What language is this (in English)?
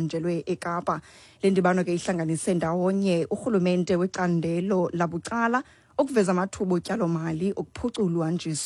Xhosa